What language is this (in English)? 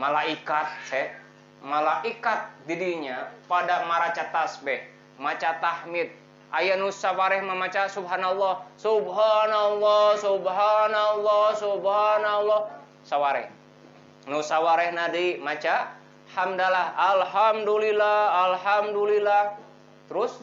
Sundanese